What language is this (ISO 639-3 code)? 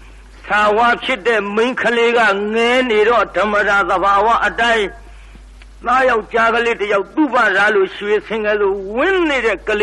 mya